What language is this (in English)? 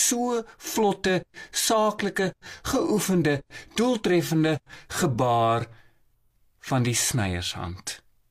Afrikaans